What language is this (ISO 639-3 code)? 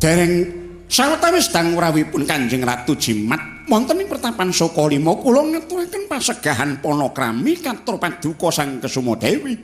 jav